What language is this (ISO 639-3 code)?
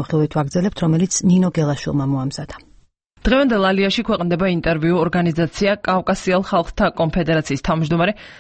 kat